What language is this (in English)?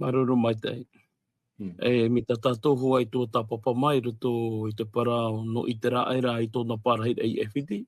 Tahitian